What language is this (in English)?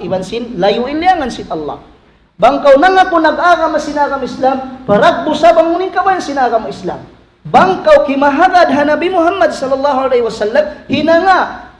Tausug